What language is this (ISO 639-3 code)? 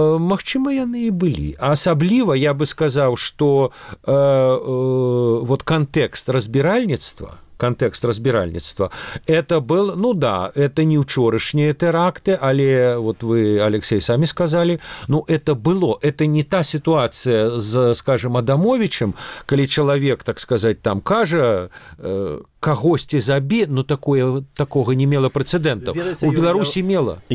bel